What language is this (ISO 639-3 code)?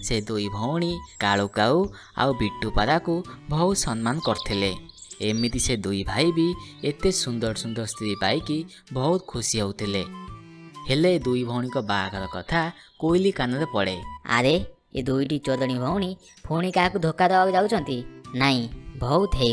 ori